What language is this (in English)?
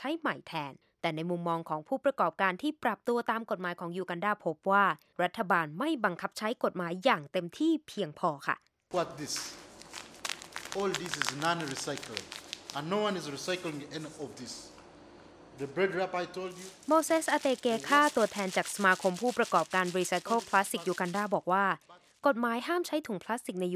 Thai